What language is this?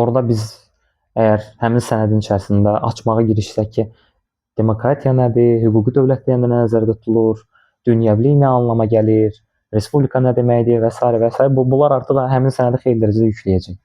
Azerbaijani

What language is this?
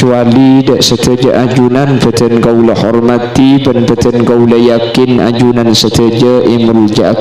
Madurese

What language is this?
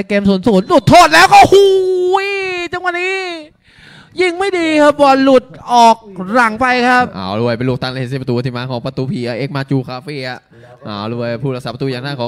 Thai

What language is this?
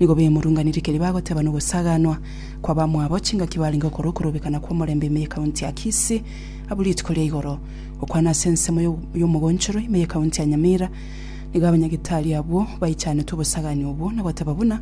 Gusii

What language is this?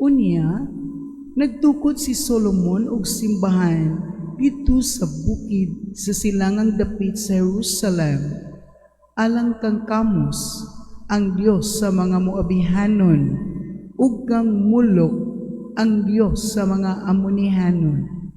Cebuano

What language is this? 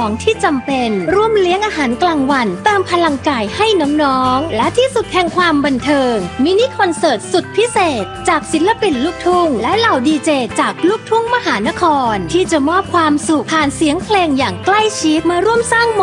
Thai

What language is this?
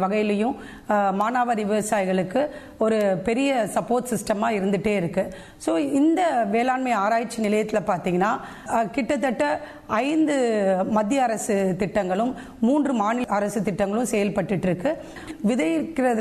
Tamil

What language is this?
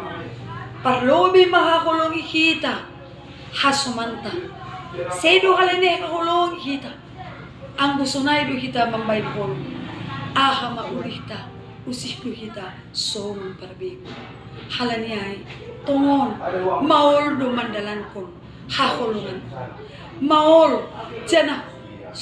Batak Simalungun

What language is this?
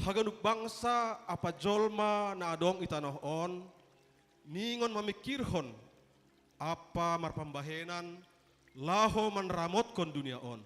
Batak Simalungun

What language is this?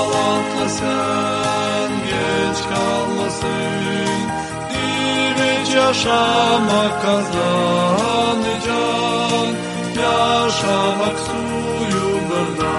Gagauz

